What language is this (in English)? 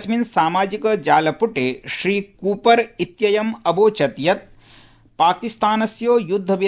Sanskrit